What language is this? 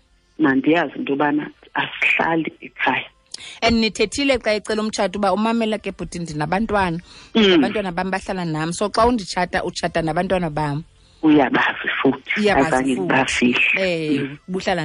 Xhosa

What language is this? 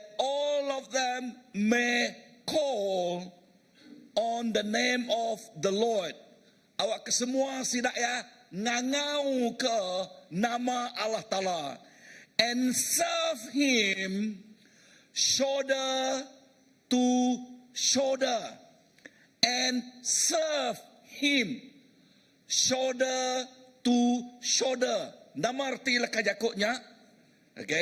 Iban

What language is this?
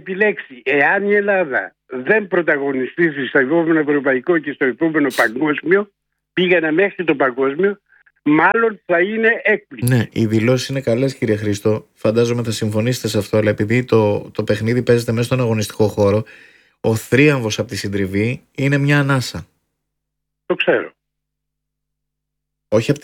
Greek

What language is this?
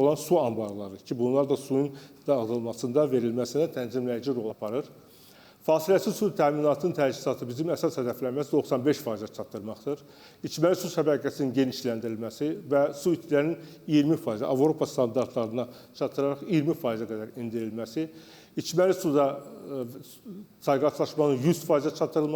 Azerbaijani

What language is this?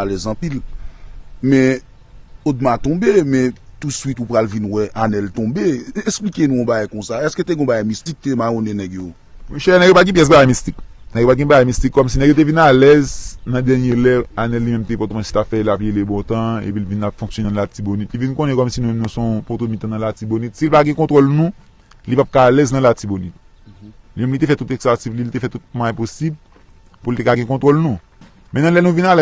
Haitian Creole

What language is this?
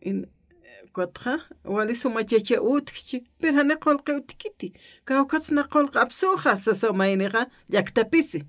Aymara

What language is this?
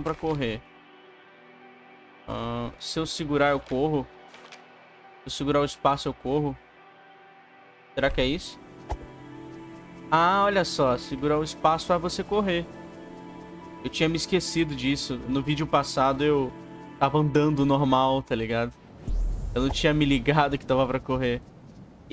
Portuguese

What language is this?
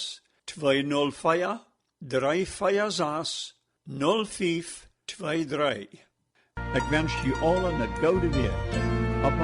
Plautdietsch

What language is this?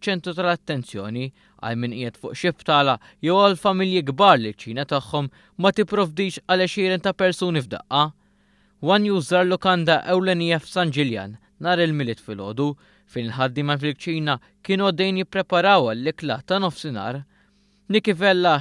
Maltese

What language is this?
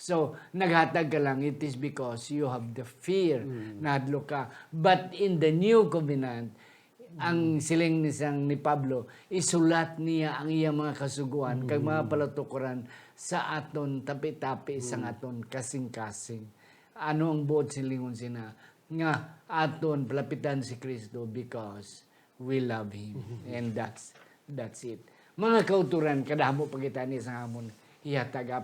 Hiligaynon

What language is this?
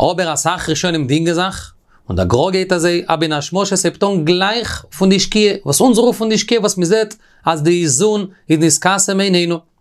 Yiddish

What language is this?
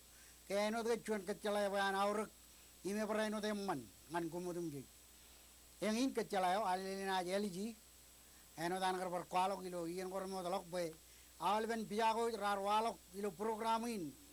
Marshallese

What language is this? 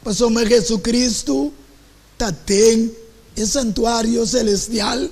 Papiamento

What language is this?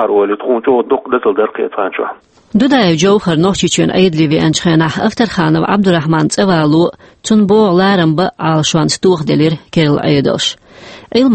Chechen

